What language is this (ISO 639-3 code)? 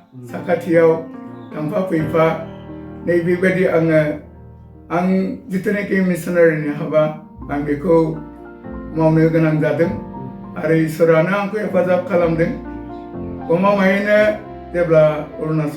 brx